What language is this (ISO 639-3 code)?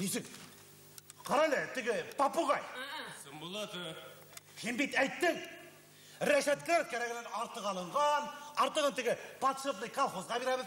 bak